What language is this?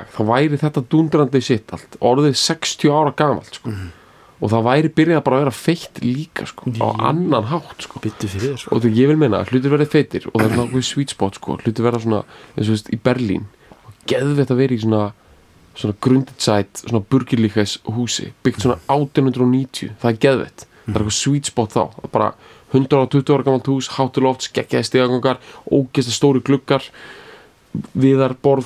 Icelandic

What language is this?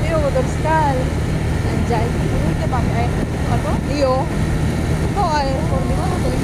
Manado Malay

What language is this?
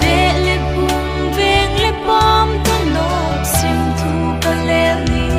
Paite Chin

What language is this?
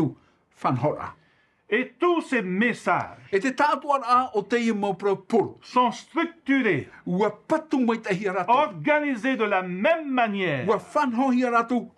Tahitian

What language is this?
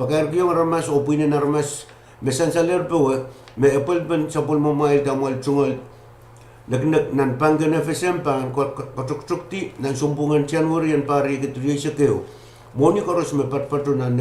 Pohnpeian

